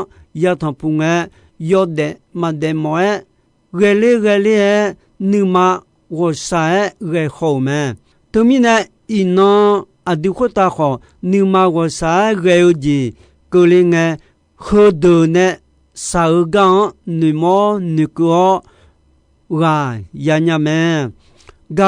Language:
Akha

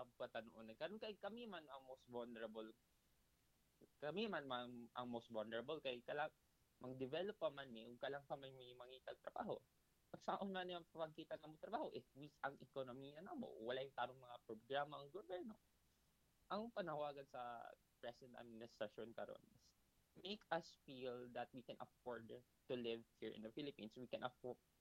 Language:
Cebuano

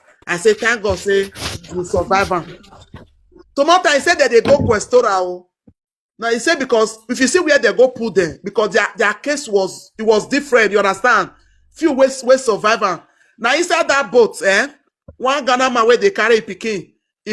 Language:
Nigerian Pidgin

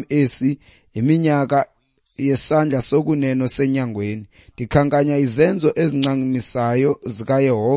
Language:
Xhosa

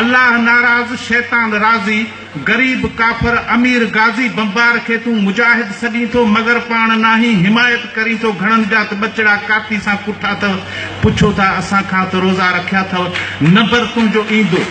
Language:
Sindhi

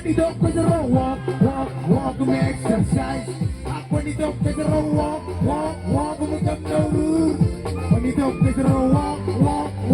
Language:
Marshallese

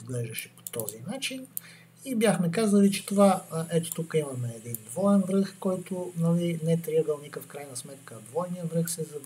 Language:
Bulgarian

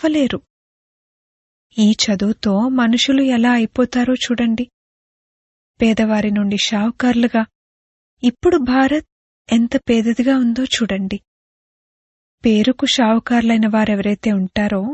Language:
Telugu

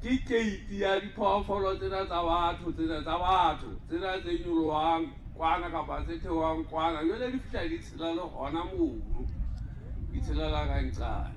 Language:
Southern Sotho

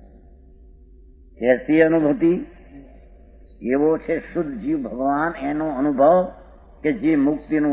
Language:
Gujarati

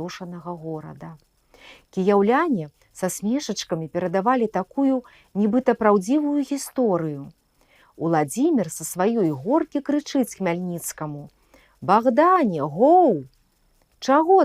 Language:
Belarusian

